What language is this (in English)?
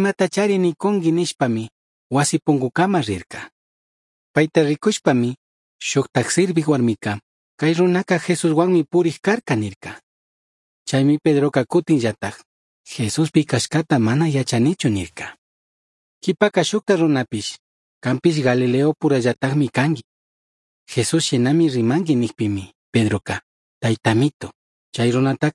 Chimborazo Highland Quichua